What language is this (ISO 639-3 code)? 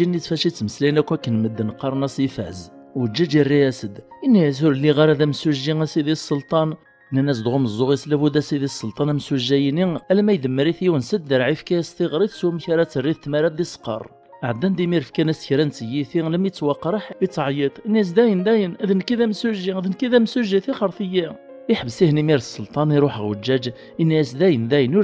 kab